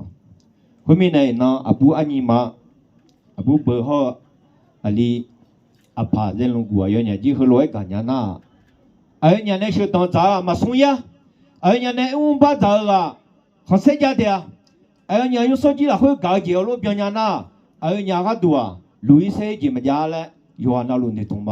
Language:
Akha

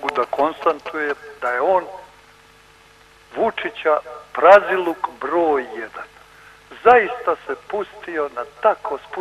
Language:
Serbian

